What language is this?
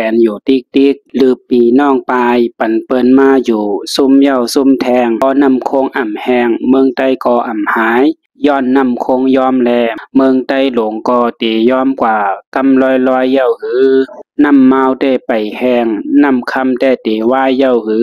Shan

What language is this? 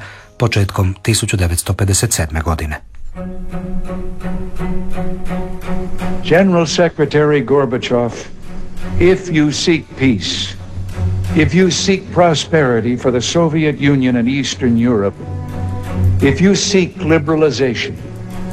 Croatian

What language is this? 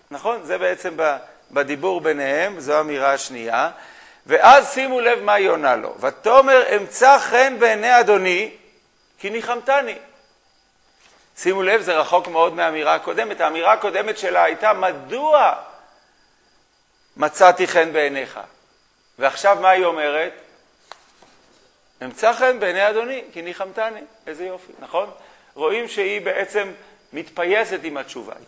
Hebrew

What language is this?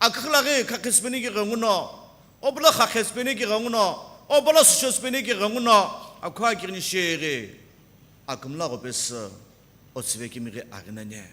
Sumi Naga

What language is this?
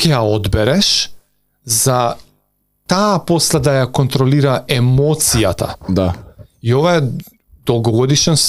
Macedonian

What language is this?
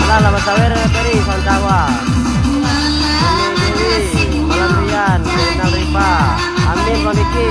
Minangkabau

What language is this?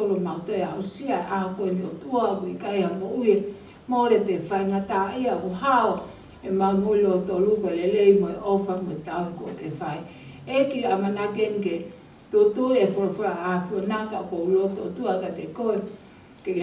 Tongan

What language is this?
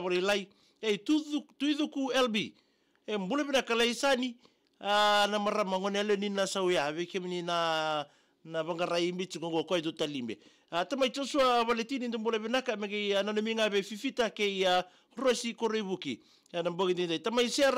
Fijian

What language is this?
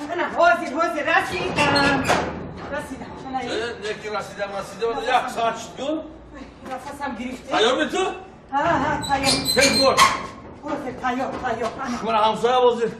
Tajik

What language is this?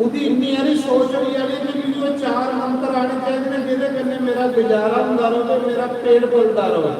Dogri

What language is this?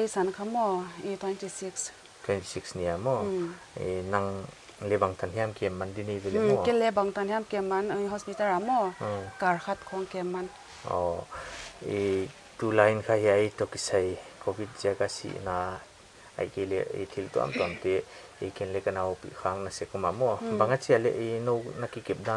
Paite Chin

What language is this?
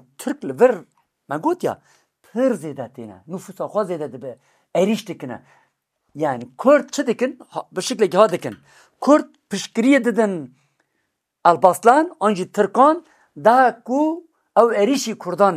Kurdish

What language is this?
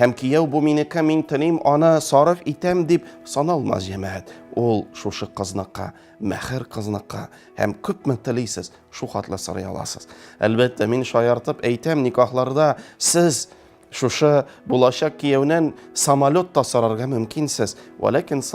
Tatar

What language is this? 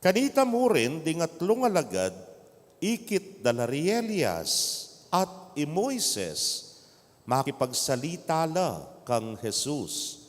Pampanga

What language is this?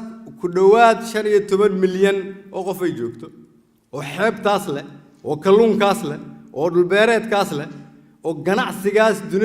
Somali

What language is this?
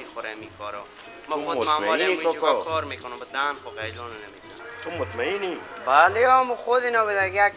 Persian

